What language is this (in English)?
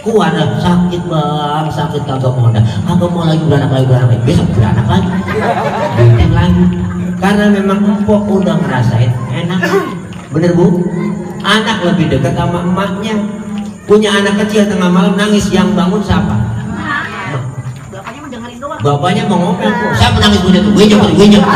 Betawi